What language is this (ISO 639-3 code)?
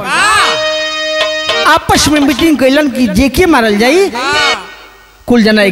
bho